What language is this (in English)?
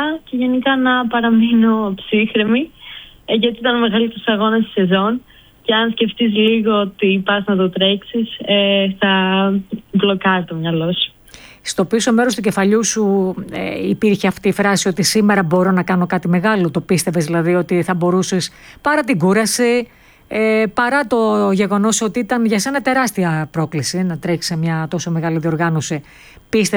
Greek